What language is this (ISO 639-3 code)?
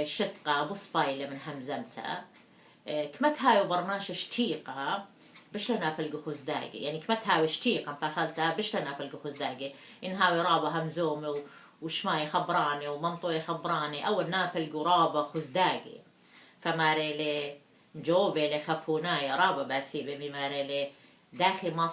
aii